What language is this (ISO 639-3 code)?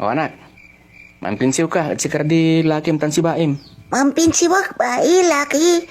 pag